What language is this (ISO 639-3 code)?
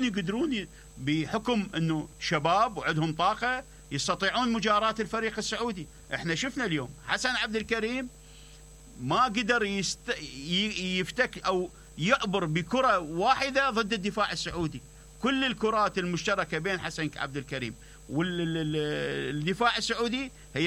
acm